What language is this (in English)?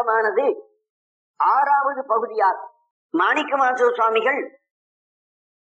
Tamil